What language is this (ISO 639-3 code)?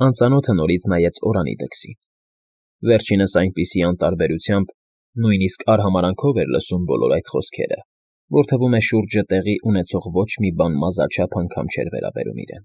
hye